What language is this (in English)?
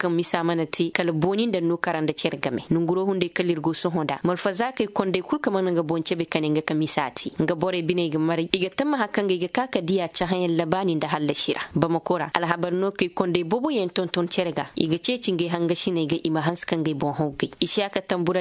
Koyraboro Senni